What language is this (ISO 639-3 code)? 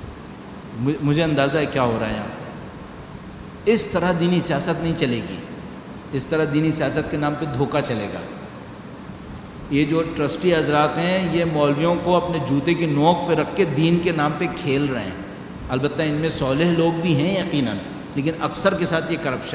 urd